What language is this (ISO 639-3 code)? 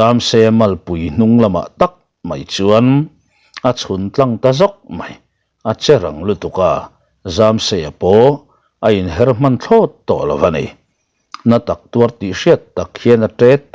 lus